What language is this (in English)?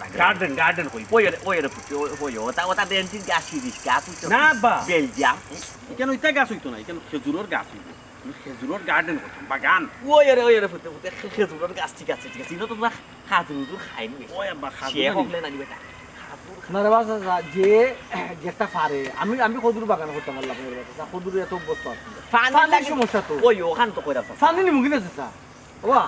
Sylheti